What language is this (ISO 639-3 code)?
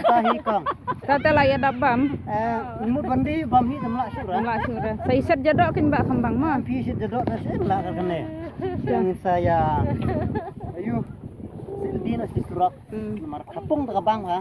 kha